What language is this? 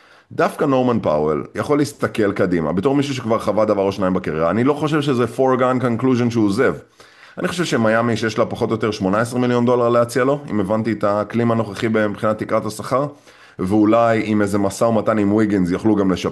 Hebrew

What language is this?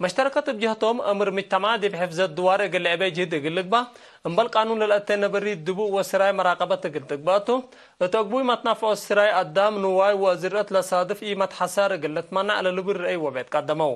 Tigre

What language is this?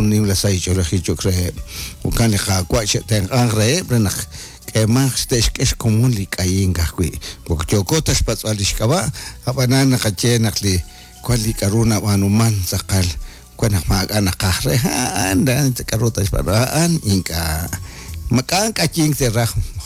Kekchí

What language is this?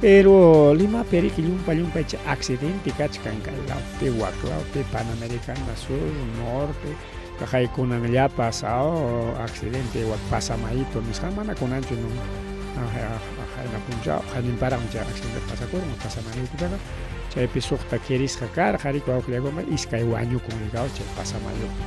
Ayacucho Quechua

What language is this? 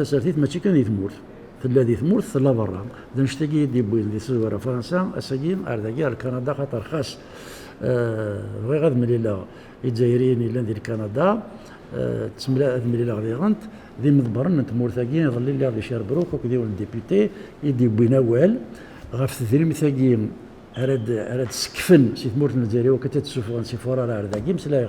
Kabyle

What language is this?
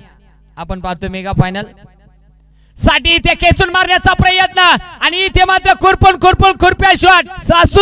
Marathi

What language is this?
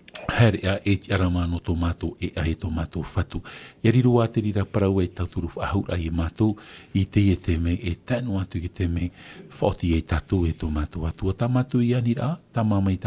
Tahitian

